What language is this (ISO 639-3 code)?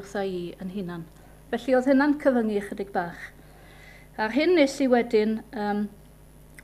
cym